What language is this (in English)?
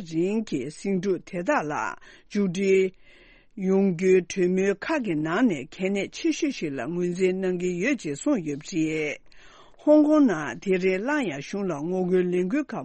Tibetan